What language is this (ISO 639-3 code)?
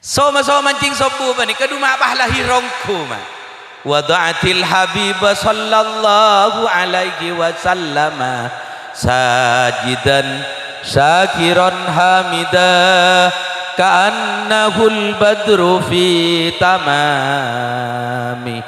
mad